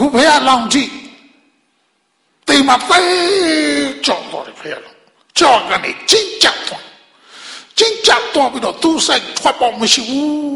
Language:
Burmese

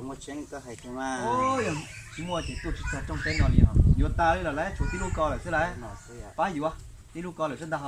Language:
Hmong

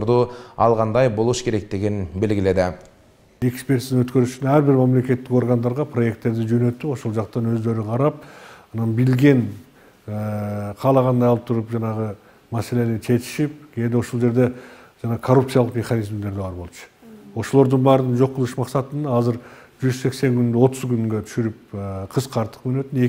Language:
Kyrgyz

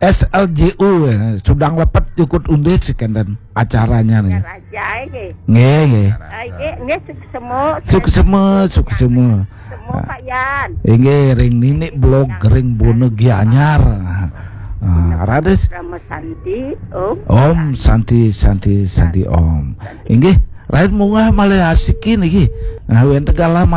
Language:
Balinese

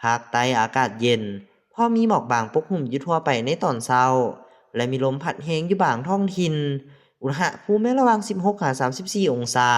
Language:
Lao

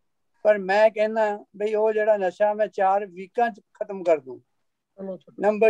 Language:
Punjabi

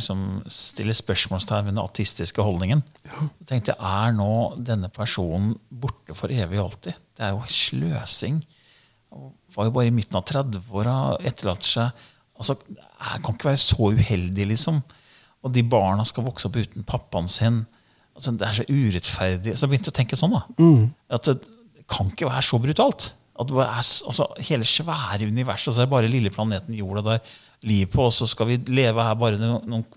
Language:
Norwegian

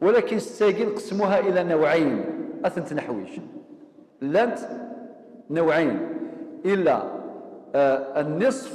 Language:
Kabyle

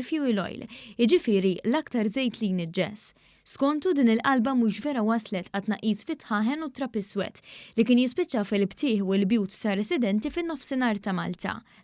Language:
Maltese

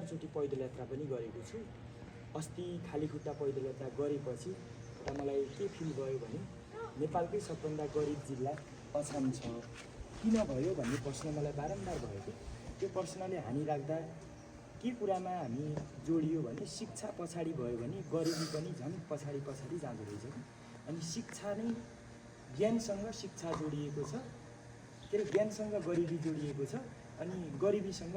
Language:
Nepali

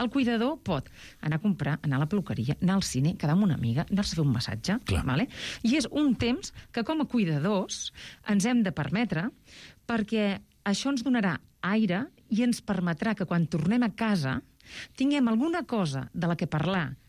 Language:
Catalan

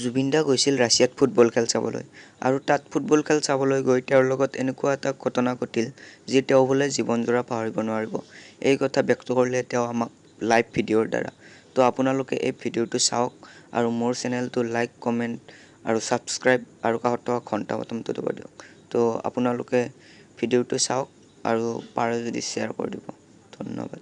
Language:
Assamese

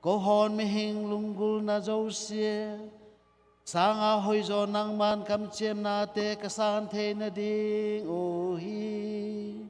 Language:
Tedim Chin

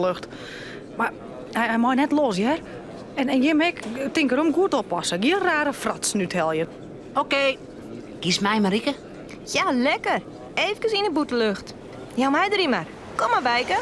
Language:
Western Frisian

